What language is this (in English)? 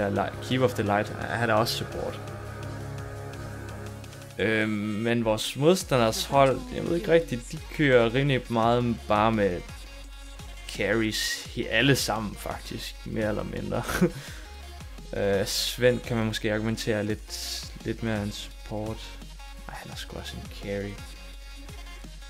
Danish